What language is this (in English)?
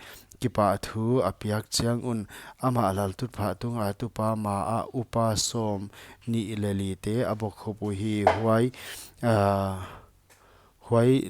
Paite Chin